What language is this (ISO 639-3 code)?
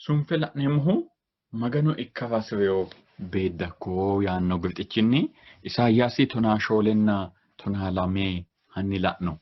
sid